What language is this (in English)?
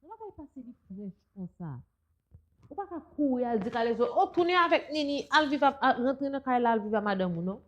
Haitian Creole